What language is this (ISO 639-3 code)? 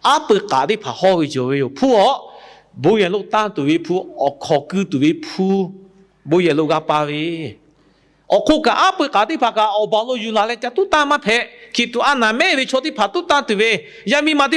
lhu